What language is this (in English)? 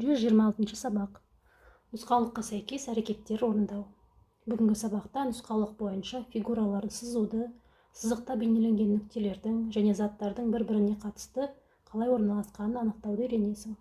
Kazakh